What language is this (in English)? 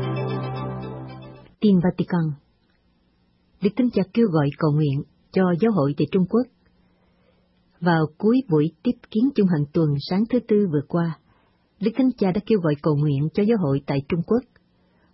Vietnamese